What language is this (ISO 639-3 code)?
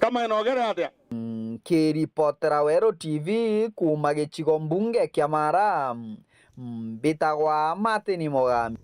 mer